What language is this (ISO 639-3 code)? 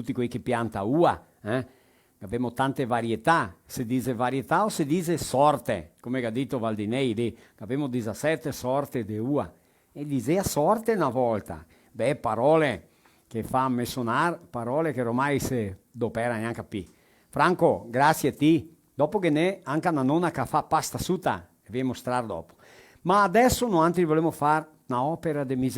vec